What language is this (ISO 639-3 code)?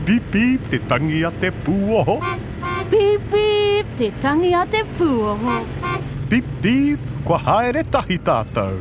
mri